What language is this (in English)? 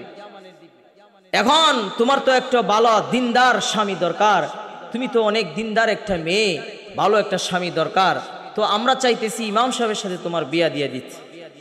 Bangla